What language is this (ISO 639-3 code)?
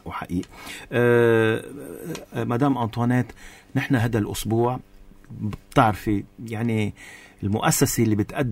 apc